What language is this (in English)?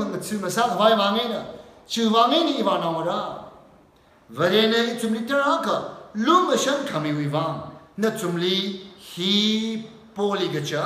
Tangkhul Naga (India)